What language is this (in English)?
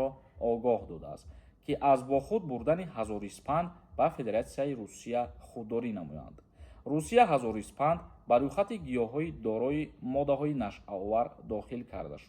Tajik